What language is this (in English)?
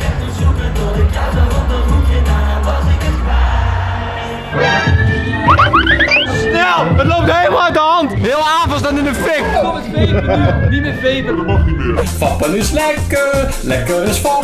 Dutch